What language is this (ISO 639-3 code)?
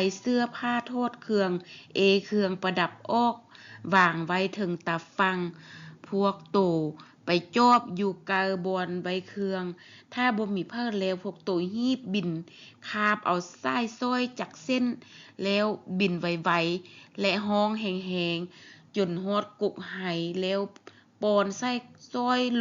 lao